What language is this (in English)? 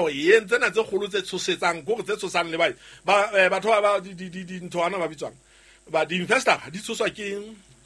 Southern Sotho